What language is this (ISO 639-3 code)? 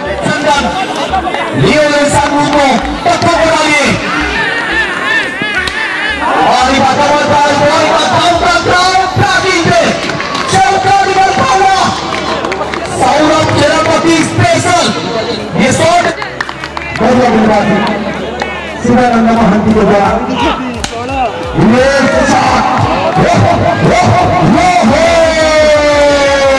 hin